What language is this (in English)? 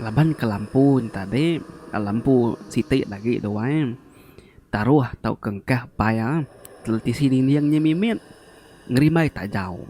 Iban